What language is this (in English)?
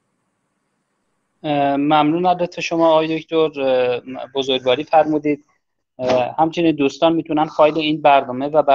Persian